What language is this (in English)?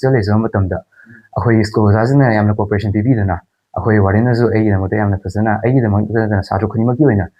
Manipuri